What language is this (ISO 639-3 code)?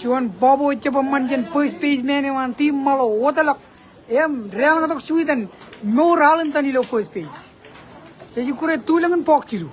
mah